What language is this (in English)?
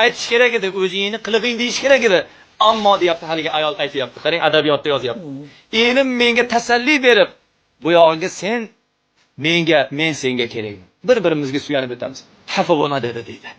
Uzbek